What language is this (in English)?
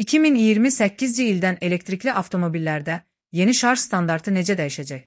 Azerbaijani